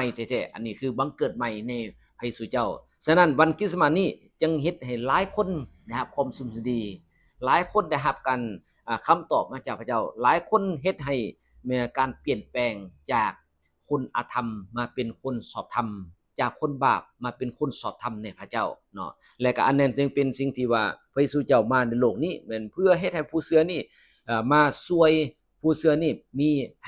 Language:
Lao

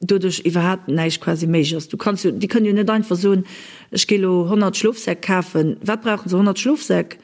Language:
Luxembourgish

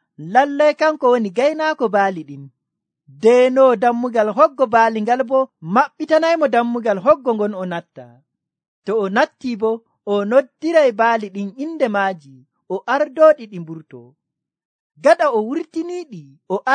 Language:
Nigerian Fulfulde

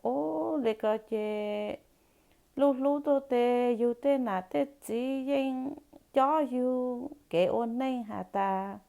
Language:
Hmong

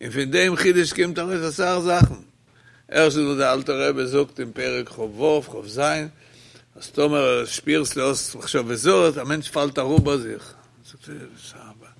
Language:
Yiddish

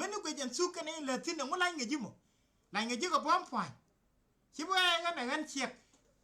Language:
Nuer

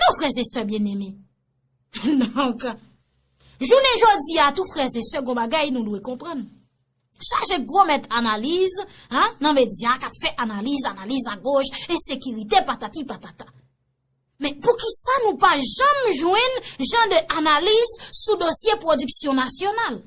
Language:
Haitian Creole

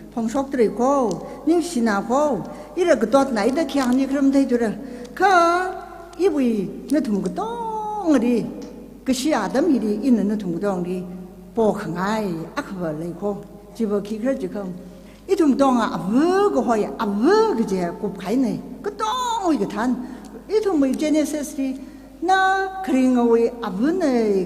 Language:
Tangkhul Naga (India)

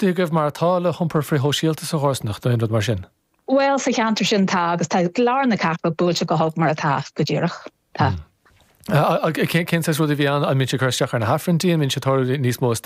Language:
Irish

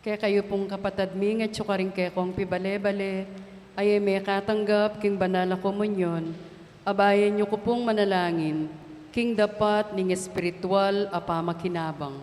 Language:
Pampanga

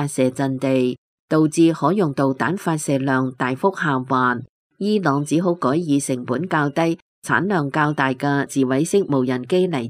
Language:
Cantonese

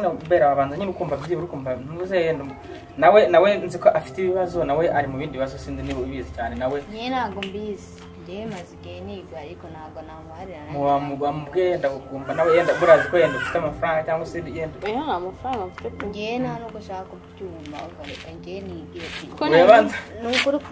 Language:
Kinyarwanda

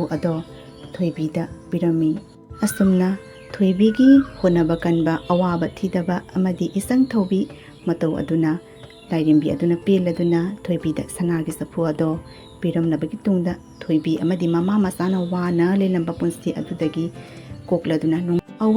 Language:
Manipuri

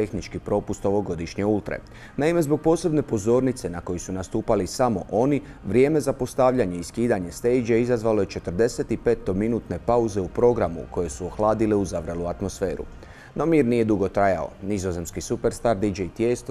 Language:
Croatian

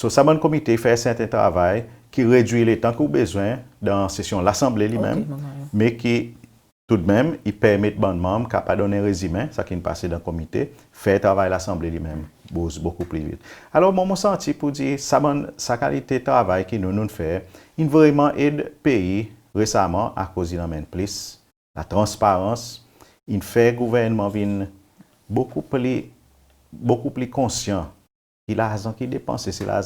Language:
Seselwa Creole French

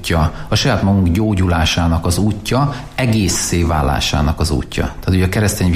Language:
Hungarian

